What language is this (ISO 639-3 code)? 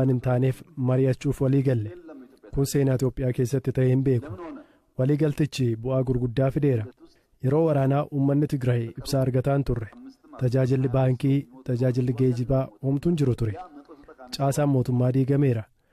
orm